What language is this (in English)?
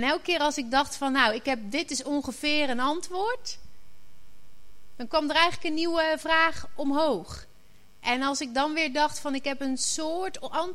Dutch